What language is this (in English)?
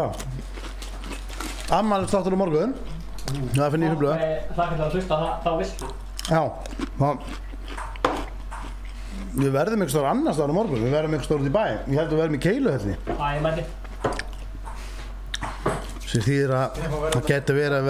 Icelandic